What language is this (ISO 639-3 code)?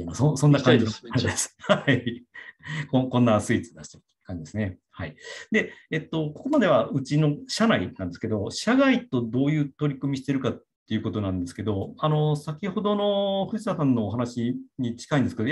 jpn